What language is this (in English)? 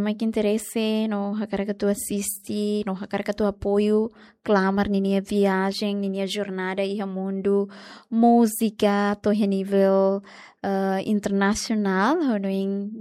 Tetum